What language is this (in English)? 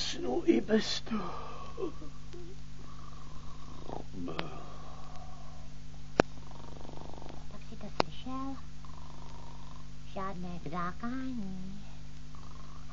Czech